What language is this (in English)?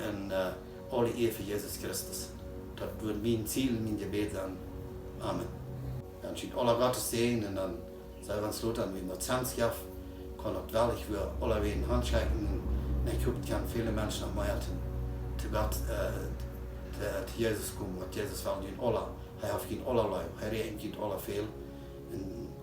Plautdietsch